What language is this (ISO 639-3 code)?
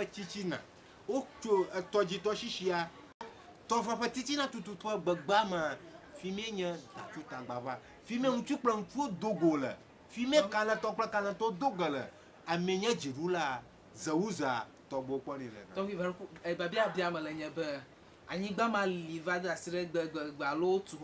ewe